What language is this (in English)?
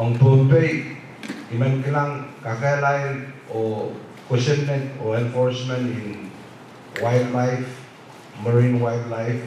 Pohnpeian